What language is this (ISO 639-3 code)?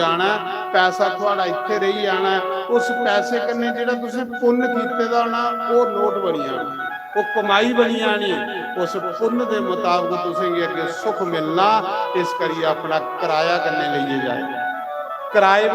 doi